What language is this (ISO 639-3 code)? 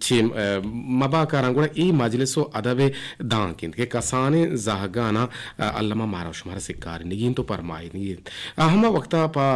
bgp